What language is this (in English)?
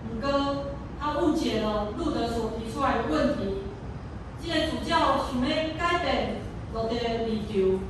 Min Nan Chinese